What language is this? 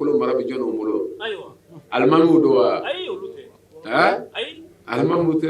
Bambara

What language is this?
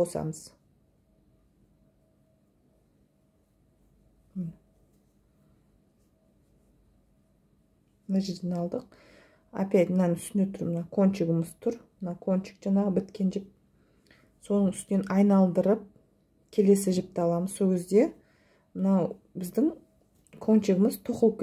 Kazakh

